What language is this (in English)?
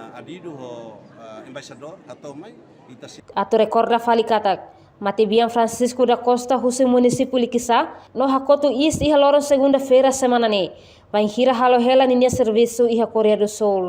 Tetum